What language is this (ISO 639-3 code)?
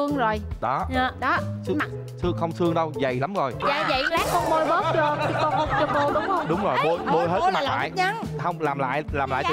vie